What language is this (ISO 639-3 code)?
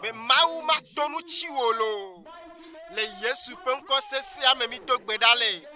ewe